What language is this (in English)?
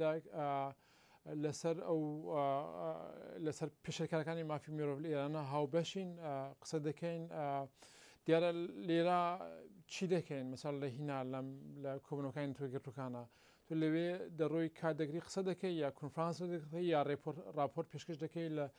Central Kurdish